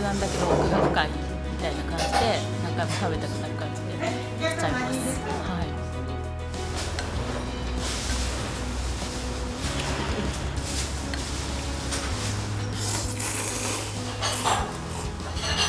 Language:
Japanese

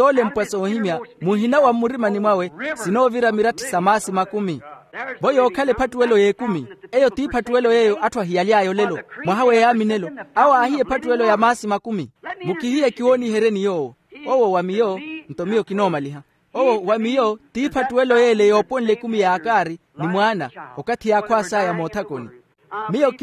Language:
Makhuwa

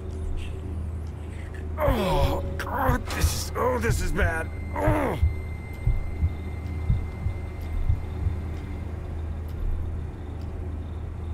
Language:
English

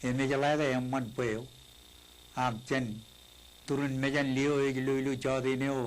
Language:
Marshallese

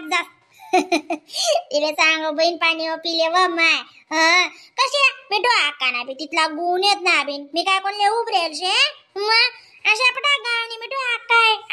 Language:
Khandesi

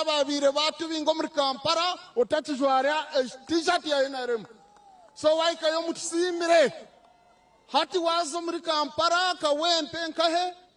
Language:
Nyankole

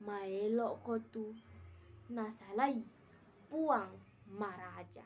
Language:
Buginese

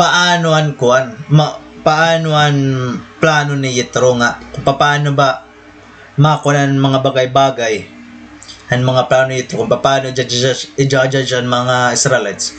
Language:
Waray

